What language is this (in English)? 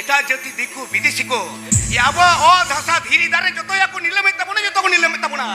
Santali